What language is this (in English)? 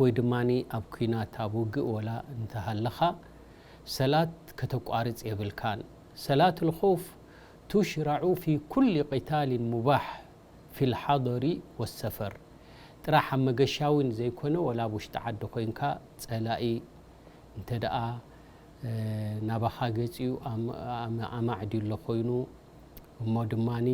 Tigrinya